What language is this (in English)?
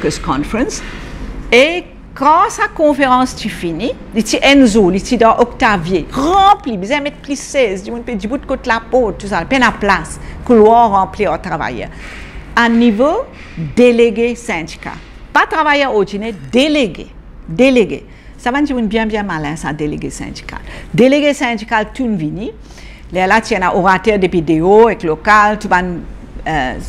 Morisyen